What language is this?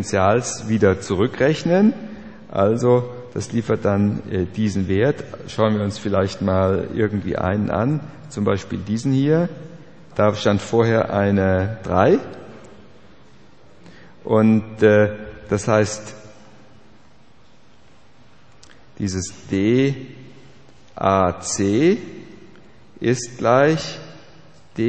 German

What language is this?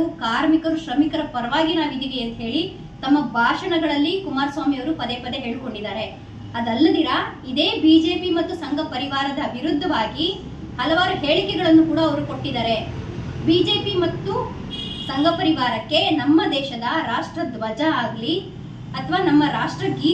Kannada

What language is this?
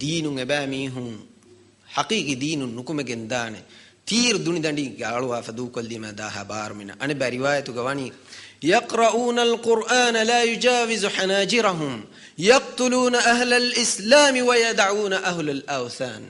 Divehi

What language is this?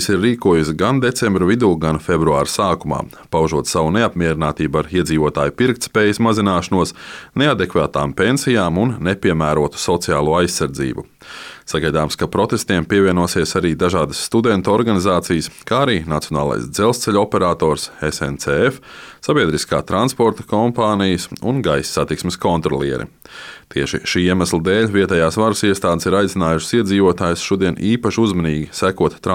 Latvian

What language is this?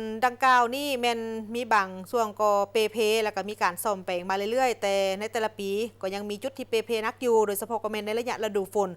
Lao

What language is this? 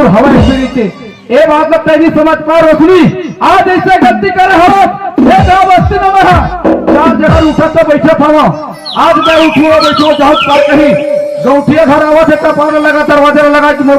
Chhattisgarhi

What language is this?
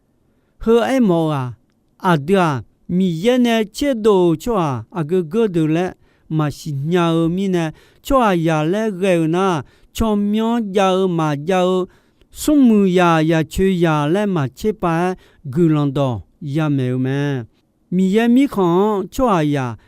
Akha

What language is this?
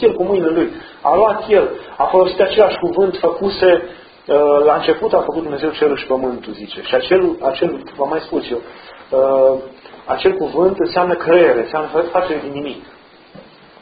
Romanian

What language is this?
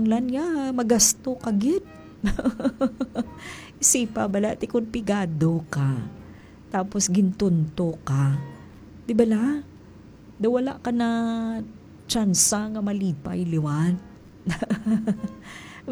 Hiligaynon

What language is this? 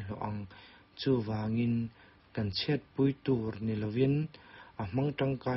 Mizo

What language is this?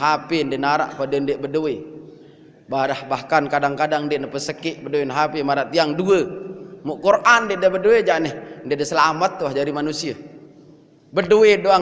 Sasak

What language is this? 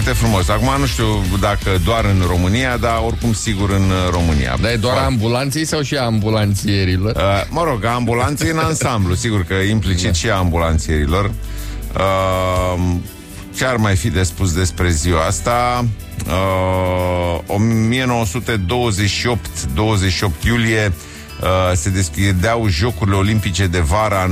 Romanian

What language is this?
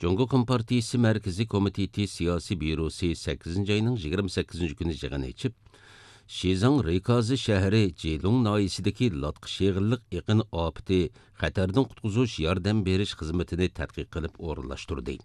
Uyghur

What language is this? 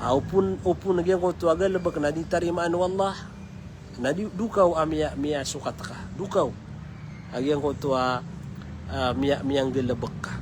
Maranao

